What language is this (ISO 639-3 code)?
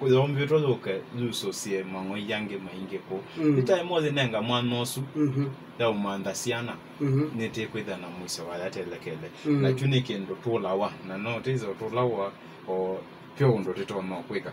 kam